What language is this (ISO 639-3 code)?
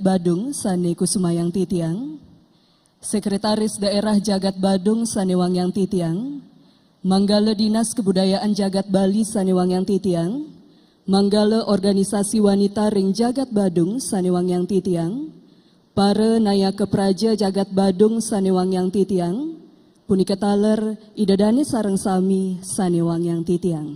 ban